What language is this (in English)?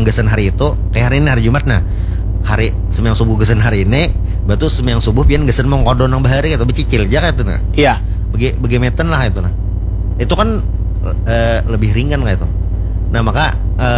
Banjar